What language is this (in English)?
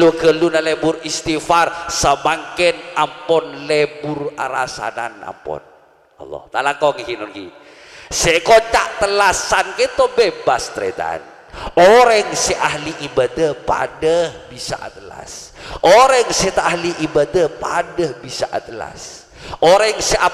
Madurese